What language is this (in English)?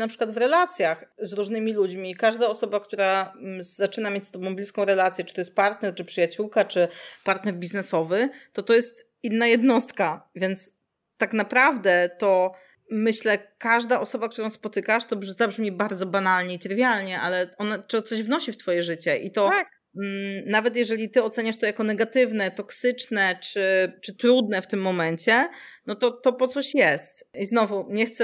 Polish